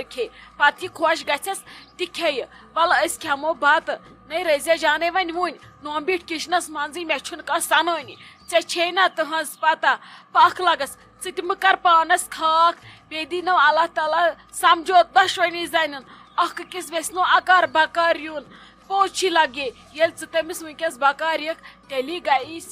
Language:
Kashmiri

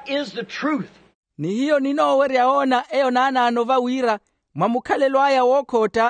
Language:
Makhuwa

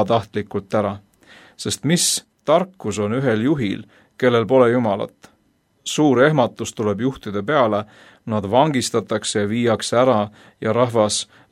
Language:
Estonian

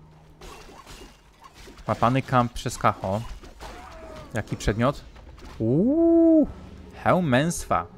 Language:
Polish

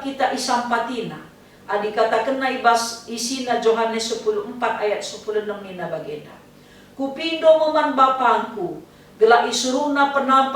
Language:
Batak Karo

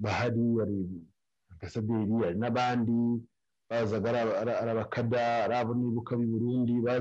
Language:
Kinyarwanda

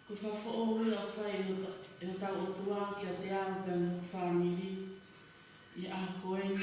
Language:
Tongan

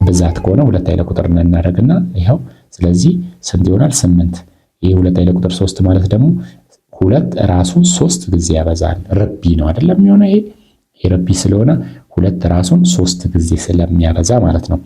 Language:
Amharic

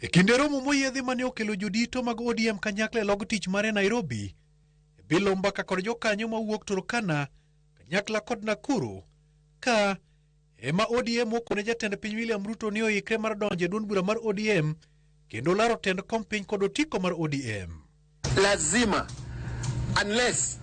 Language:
Luo (Kenya and Tanzania)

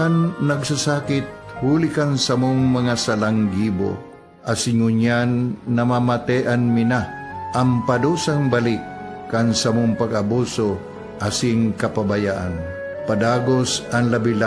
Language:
Bikol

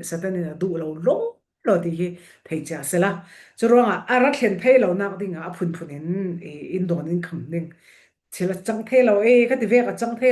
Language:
Falam Chin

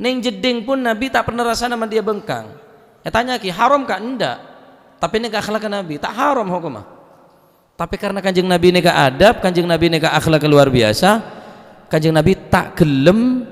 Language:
Madurese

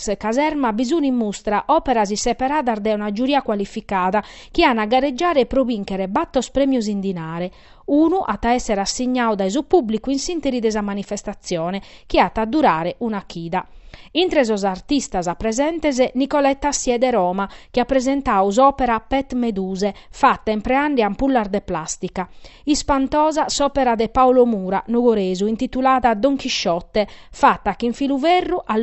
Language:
Sardinian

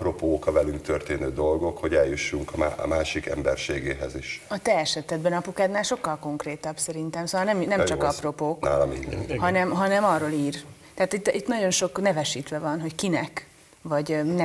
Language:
Hungarian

